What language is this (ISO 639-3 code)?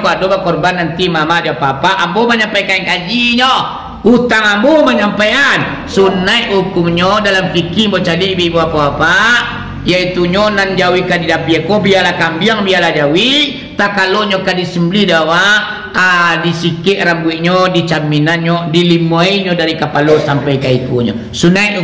min